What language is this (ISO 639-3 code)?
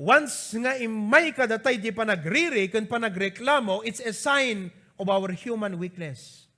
ilo